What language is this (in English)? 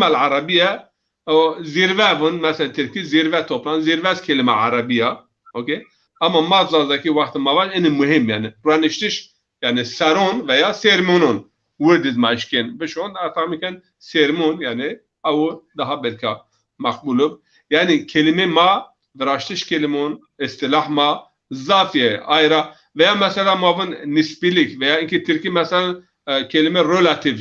Zaza